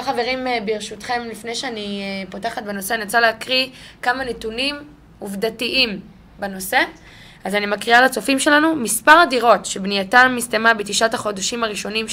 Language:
Hebrew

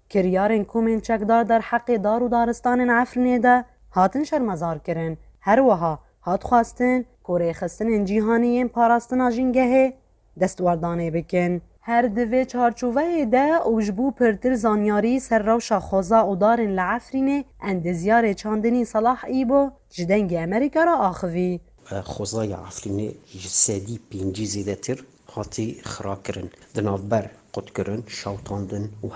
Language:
Kurdish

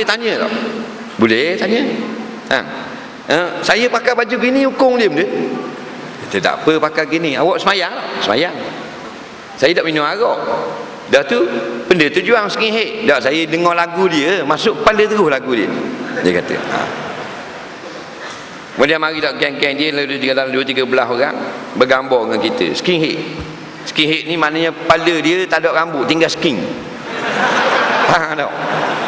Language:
Malay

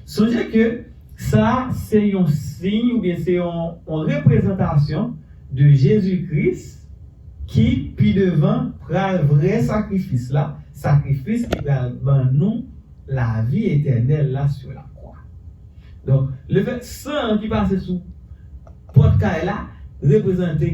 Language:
Haitian Creole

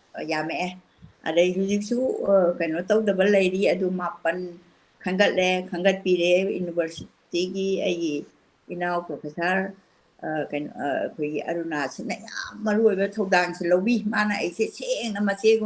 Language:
Manipuri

